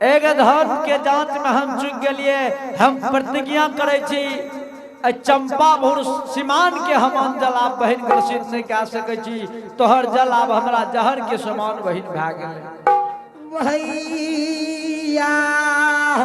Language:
Angika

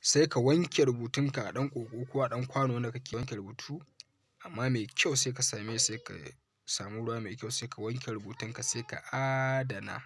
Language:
Hausa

